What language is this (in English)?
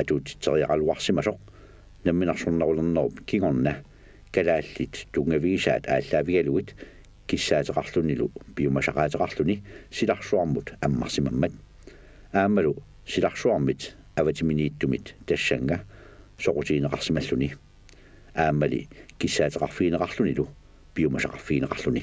Kalaallisut